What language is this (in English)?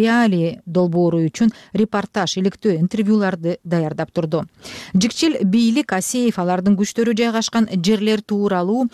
Kyrgyz